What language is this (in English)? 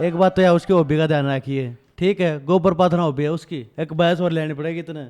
Haryanvi